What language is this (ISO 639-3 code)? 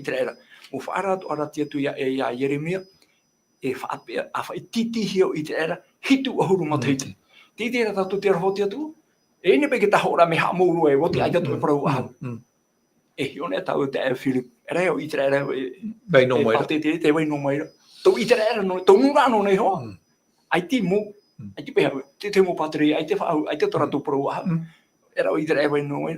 tah